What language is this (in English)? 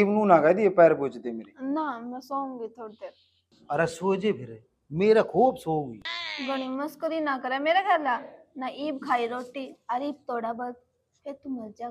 Haryanvi